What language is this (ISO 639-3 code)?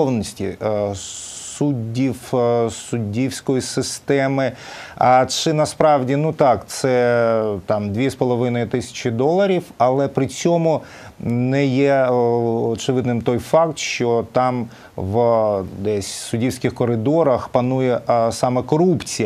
ukr